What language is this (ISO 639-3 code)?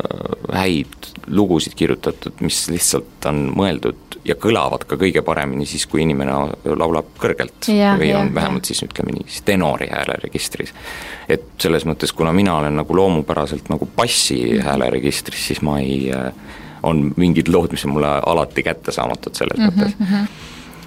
est